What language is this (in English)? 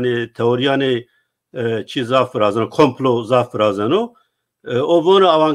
Zaza